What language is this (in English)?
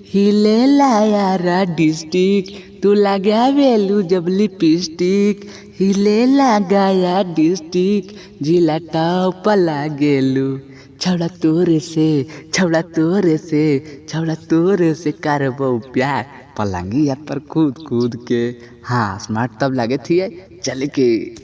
Magahi